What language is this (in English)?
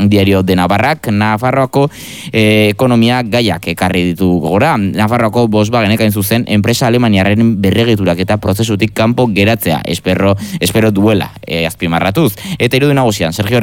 Basque